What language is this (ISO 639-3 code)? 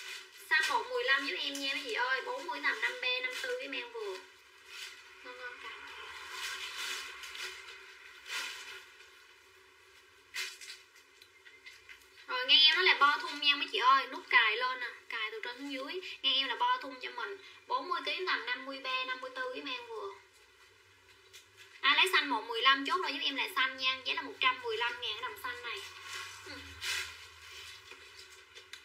vie